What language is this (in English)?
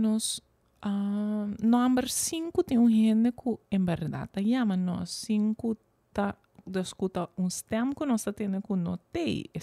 Papiamento